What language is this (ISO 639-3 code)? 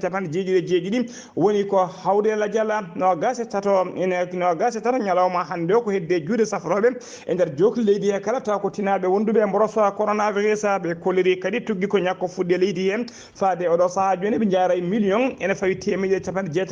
ful